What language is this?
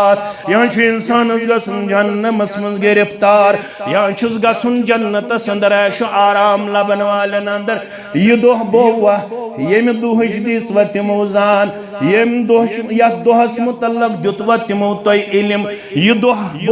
Kashmiri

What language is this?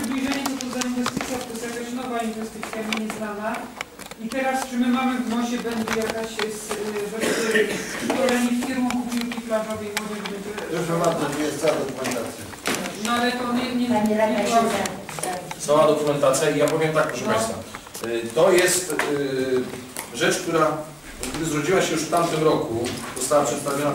Polish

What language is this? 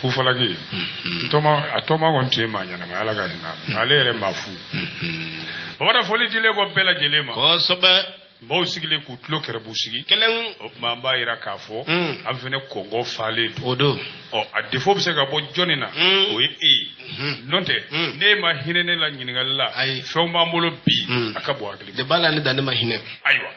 Bambara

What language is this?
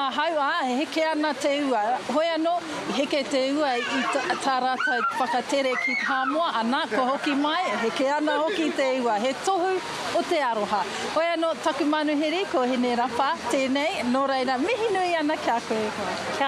Māori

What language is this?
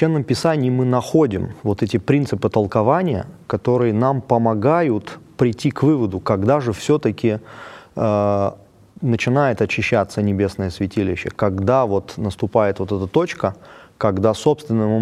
Russian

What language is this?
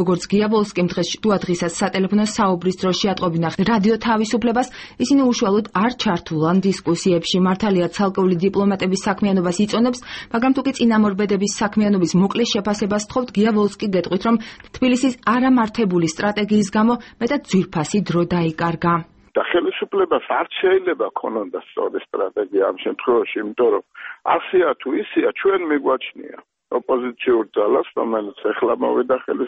Georgian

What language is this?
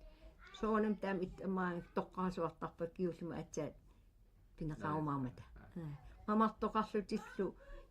Kalaallisut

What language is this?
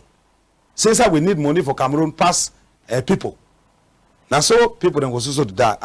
Cameroon Pidgin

